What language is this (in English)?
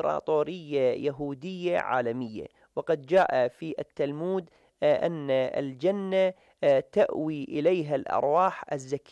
Arabic